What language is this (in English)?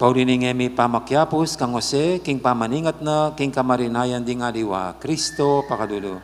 Pampanga